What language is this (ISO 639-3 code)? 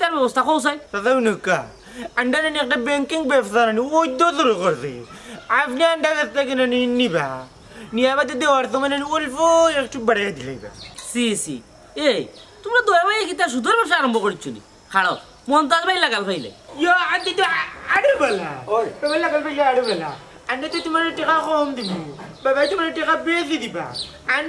syl